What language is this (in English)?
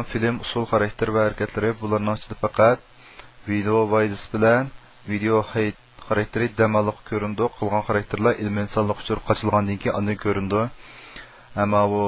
Uyghur